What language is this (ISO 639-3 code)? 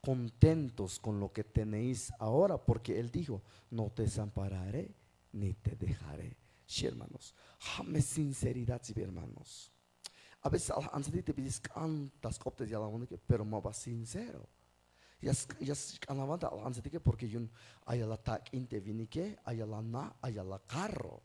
tzh